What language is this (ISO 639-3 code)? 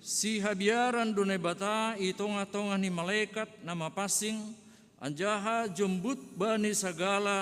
bts